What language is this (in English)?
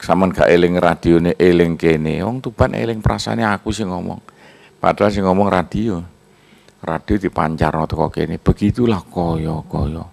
Javanese